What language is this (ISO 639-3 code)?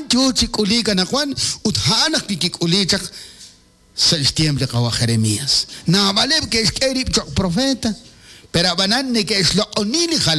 kek